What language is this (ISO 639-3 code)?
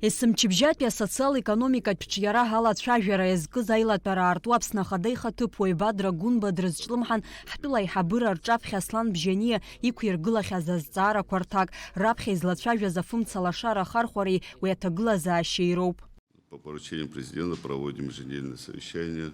abk